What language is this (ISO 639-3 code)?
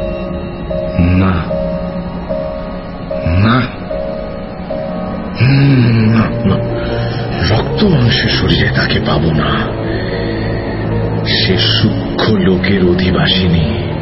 ben